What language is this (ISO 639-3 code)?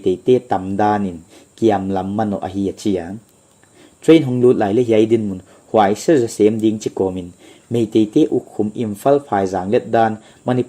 pck